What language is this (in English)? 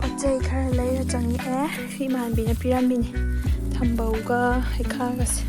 Manipuri